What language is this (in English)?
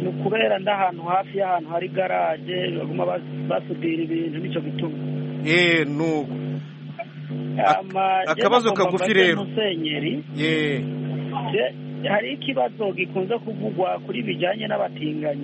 Kinyarwanda